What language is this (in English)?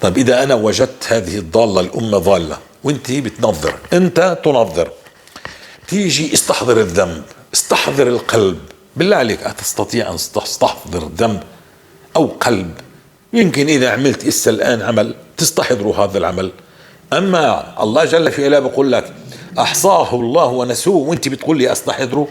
North Levantine Arabic